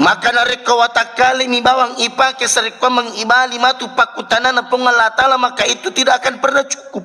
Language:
Buginese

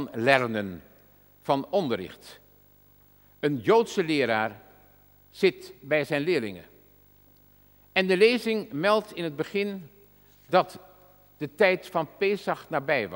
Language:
Dutch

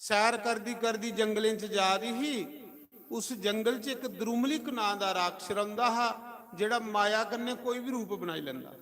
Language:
Dogri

